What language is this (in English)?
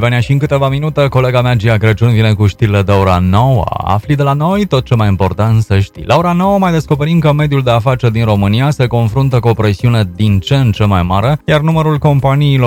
Romanian